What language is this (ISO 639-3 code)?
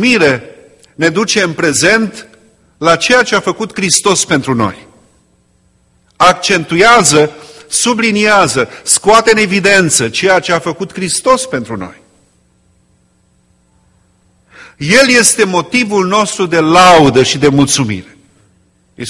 ron